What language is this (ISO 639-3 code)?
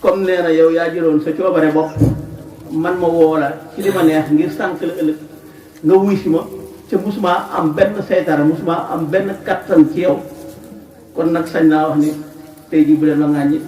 wol